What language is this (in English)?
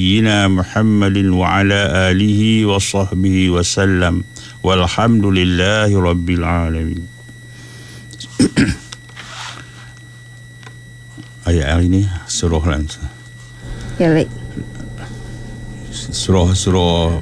Malay